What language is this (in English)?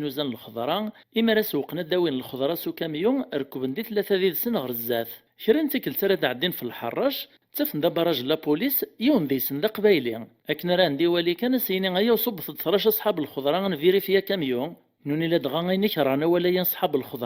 Kabyle